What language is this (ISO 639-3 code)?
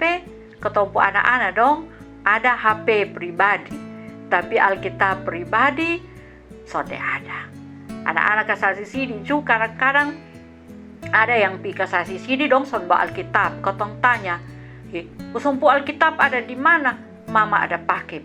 mkn